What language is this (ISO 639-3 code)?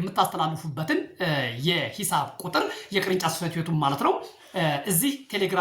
amh